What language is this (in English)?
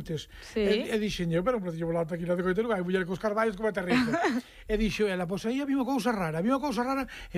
Galician